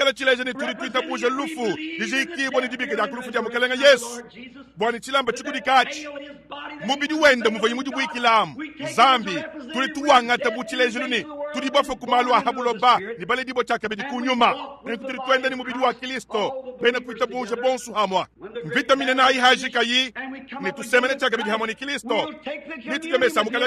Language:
Luba-Lulua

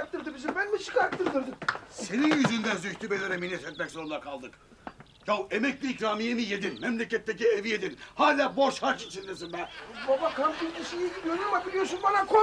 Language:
Turkish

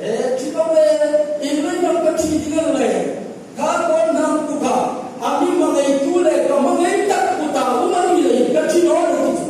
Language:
Hmar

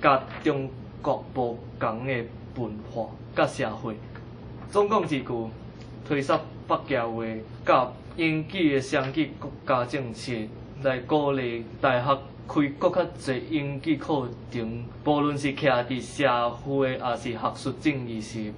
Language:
Min Nan Chinese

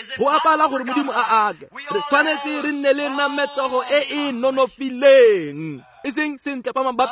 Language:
Tswana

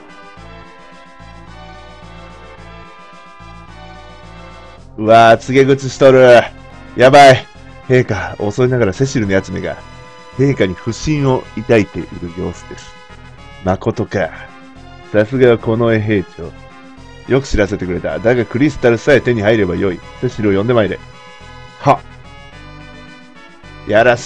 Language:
Japanese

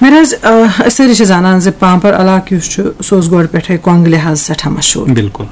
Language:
Kashmiri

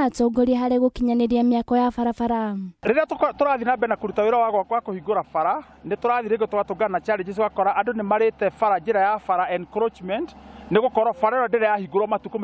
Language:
Kikuyu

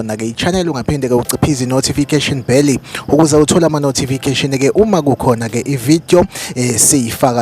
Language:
Zulu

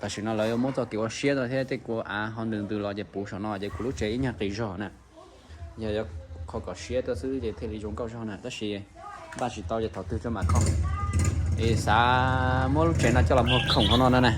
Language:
Hmong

